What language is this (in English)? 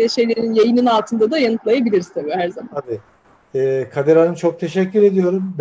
Turkish